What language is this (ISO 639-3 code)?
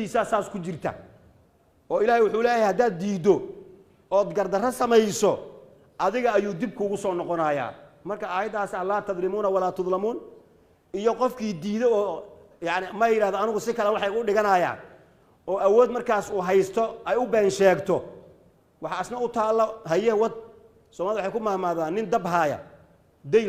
som